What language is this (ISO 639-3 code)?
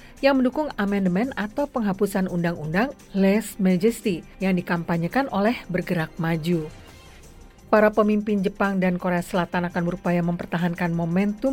ind